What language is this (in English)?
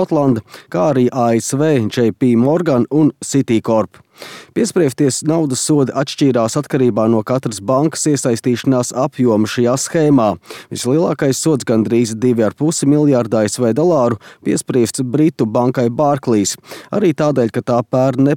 Latvian